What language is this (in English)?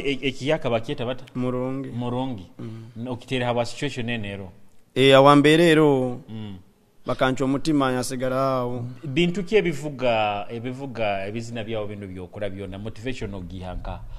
Nyoro